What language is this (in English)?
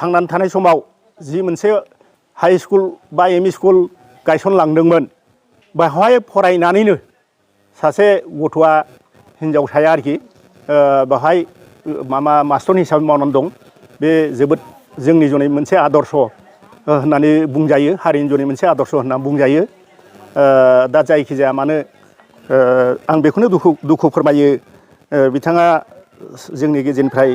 Bodo